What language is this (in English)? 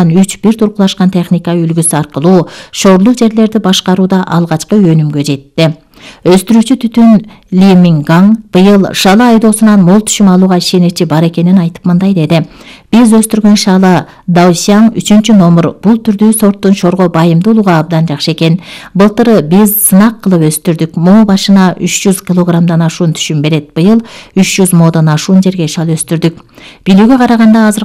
Kyrgyz